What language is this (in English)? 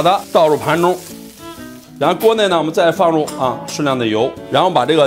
Chinese